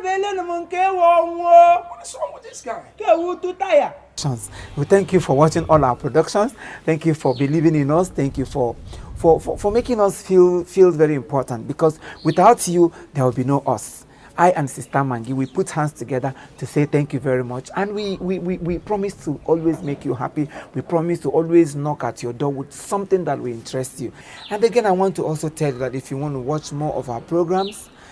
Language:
Igbo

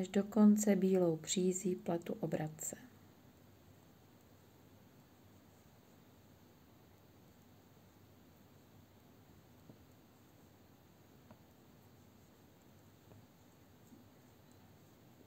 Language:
Czech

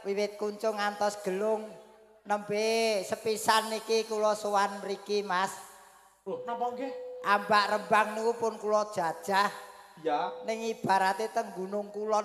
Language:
Javanese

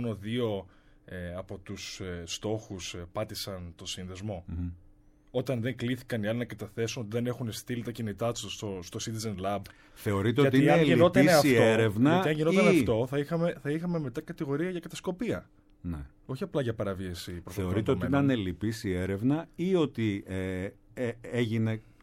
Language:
Greek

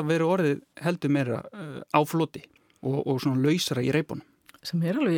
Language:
Icelandic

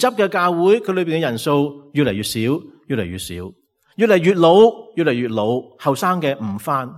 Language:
Cantonese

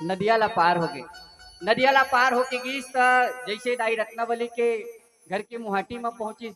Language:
Chhattisgarhi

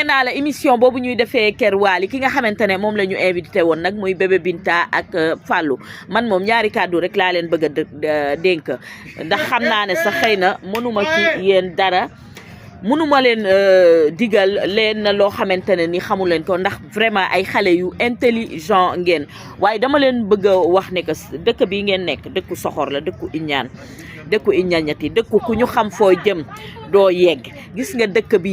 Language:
Wolof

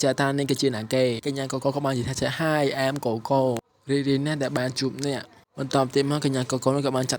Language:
Khmer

